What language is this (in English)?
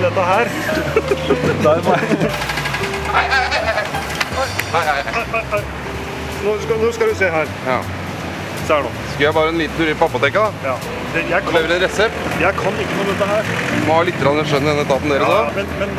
Norwegian